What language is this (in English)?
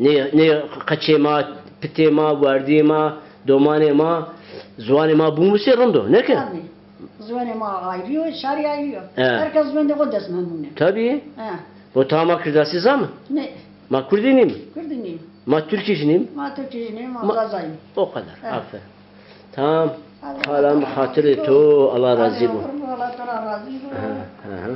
Zaza